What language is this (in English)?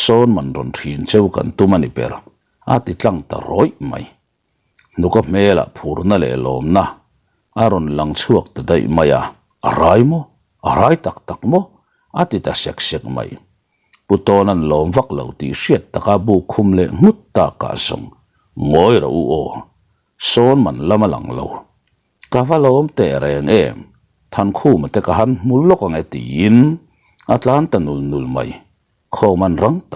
Mizo